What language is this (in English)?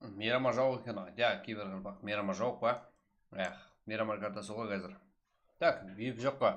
Kara-Kalpak